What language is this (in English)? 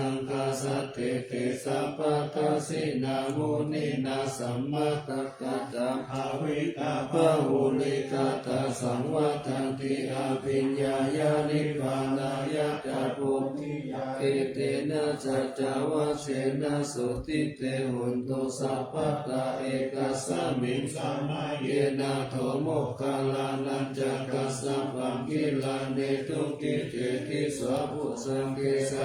Pali